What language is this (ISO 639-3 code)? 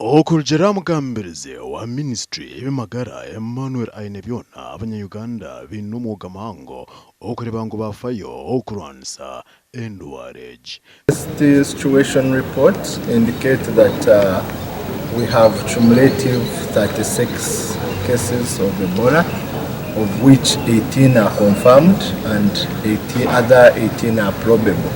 nyn